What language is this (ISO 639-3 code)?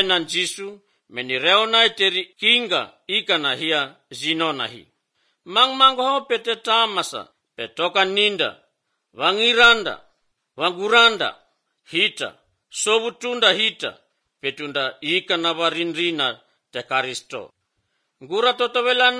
hrv